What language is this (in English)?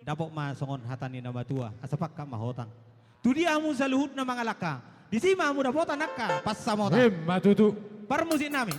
Batak Toba